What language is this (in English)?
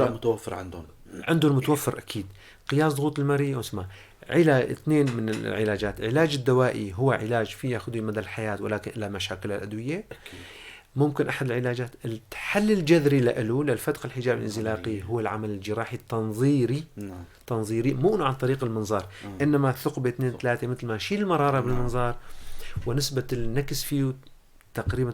North Levantine Arabic